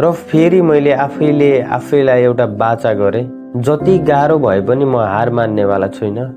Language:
Nepali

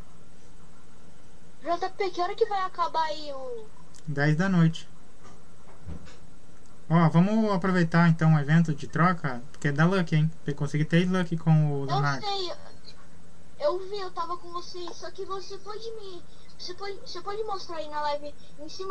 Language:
Portuguese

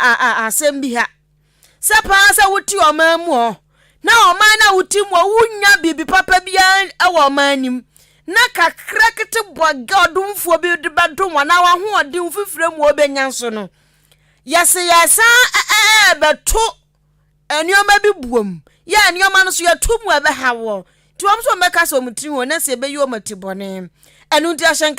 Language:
Akan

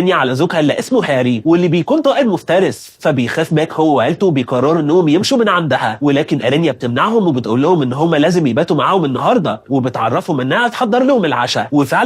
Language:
Egyptian Arabic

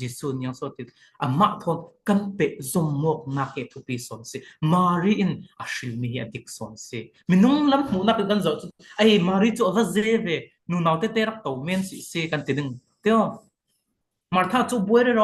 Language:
Falam Chin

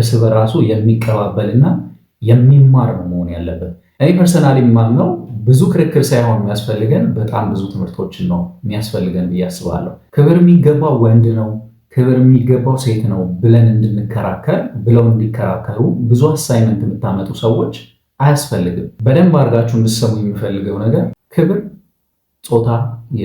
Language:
Amharic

